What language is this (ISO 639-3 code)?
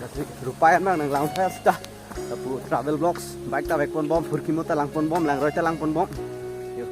mjw